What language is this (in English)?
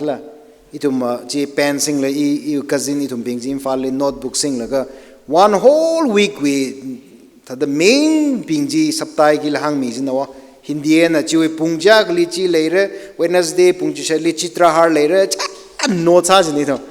Tangkhul Naga (India)